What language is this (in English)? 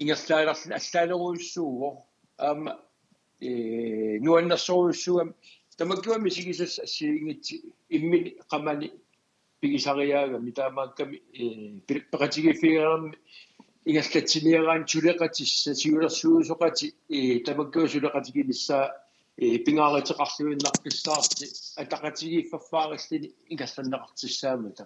Kalaallisut